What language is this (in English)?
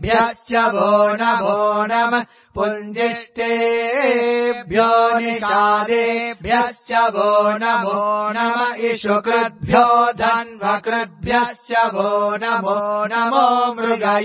Sanskrit